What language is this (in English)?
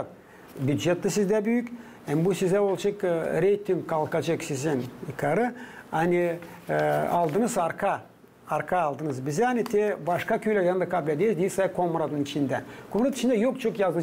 Gagauz